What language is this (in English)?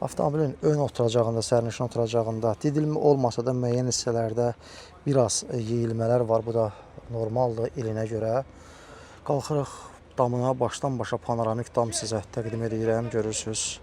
Azerbaijani